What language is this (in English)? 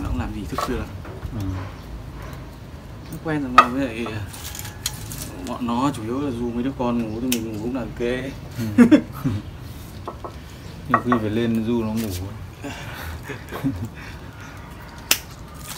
Vietnamese